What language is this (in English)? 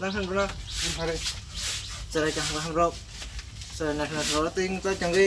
Kok Borok